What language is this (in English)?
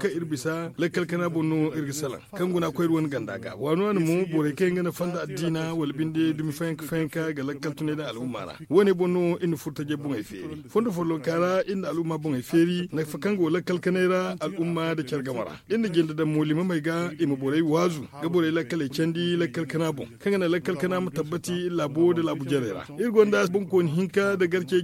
Zarma